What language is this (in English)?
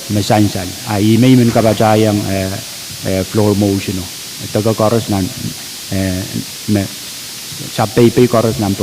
Pohnpeian